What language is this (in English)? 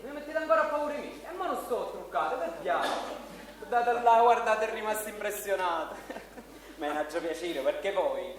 Neapolitan